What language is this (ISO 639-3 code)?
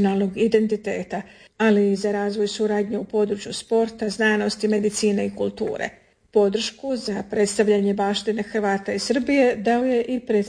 hrv